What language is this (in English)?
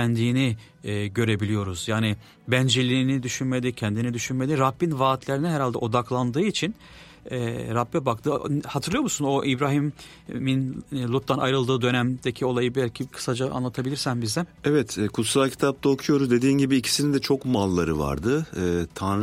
Turkish